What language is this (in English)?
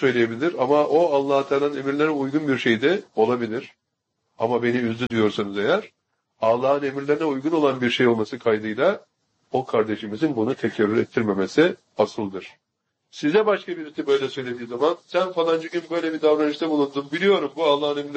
Turkish